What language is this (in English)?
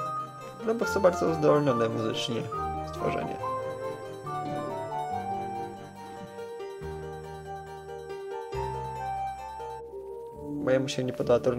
Polish